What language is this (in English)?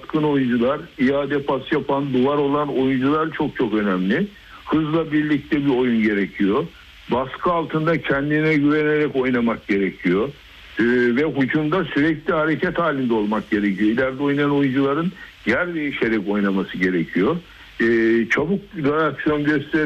Turkish